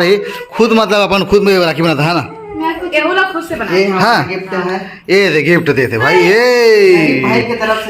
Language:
Chhattisgarhi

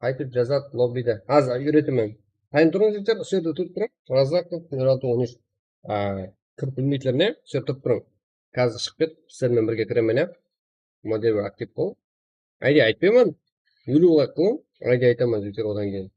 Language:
Kara-Kalpak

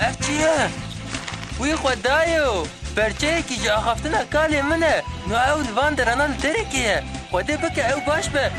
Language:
Kurdish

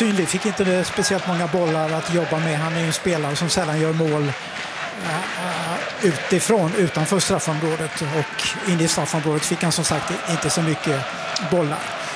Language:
Swedish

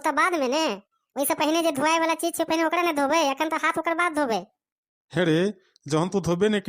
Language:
Maithili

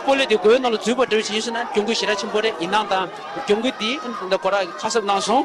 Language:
Tibetan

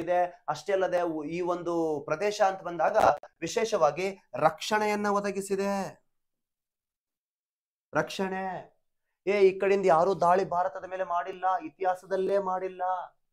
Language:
Kannada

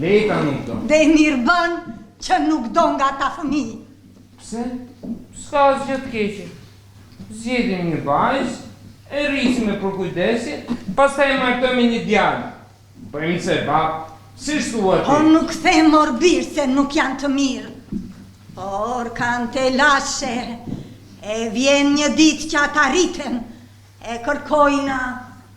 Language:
Albanian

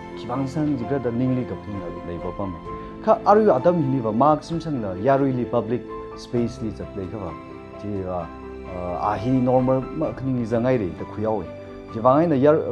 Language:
Tangkhul Naga (India)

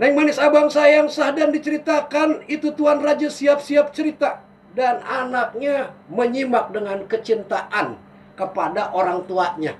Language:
Betawi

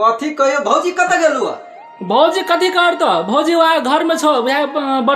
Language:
Maithili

